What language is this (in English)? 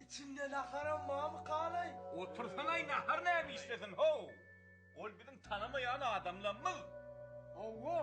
Turkmen